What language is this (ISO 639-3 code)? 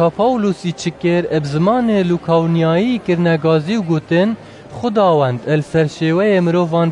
kur